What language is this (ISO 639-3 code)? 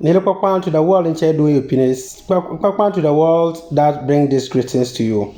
xon